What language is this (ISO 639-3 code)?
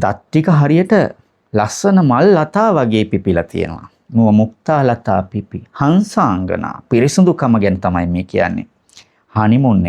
sin